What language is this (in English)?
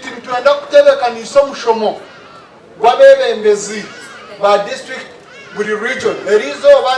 Nyankole